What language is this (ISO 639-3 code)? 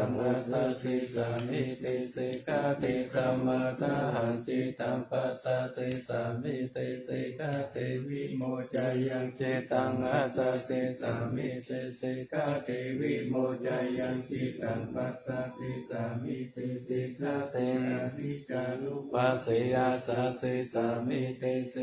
pli